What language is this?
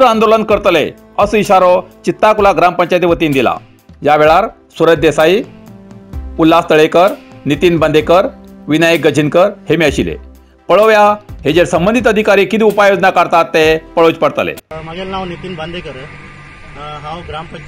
Konkani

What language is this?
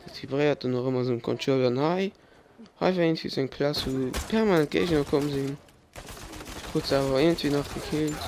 Luxembourgish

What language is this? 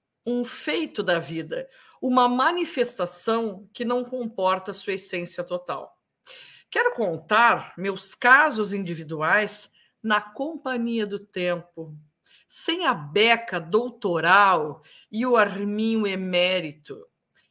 Portuguese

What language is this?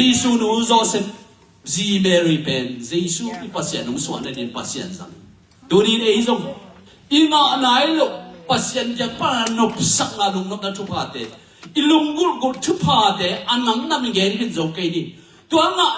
Tedim Chin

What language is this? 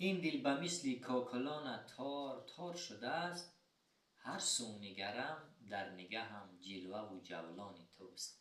Tajik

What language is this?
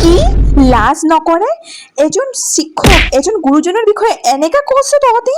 Assamese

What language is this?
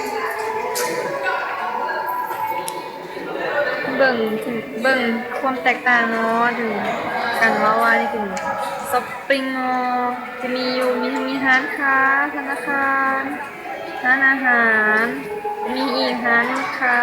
Lao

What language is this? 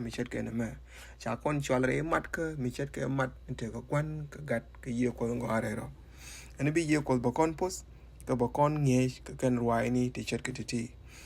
Nuer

